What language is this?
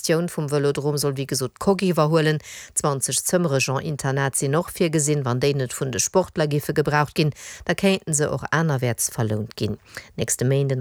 Luxembourgish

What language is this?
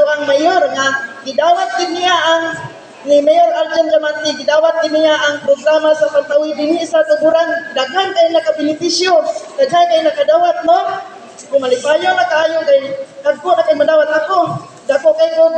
Cebuano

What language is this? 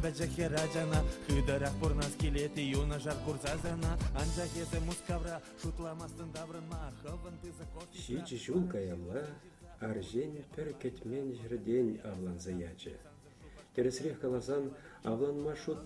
Chuvash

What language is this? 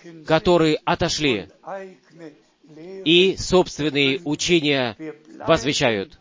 Russian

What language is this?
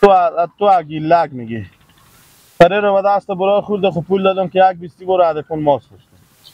Persian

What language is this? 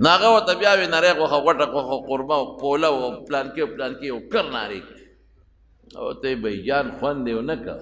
Pashto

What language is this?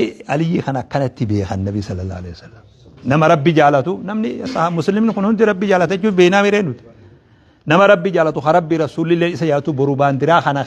Oromo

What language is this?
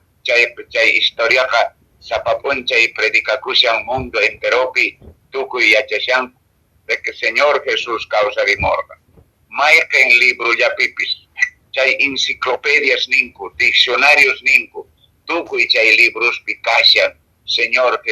Quechua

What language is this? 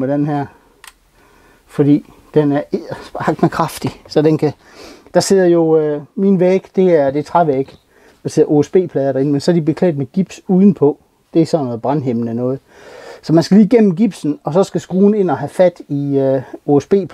Danish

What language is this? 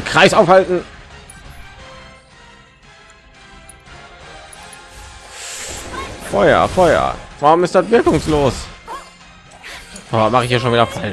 German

